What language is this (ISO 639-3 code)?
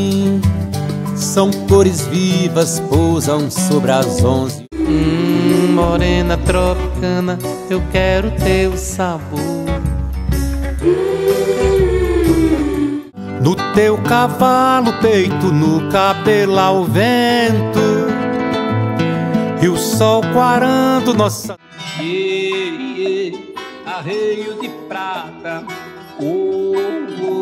por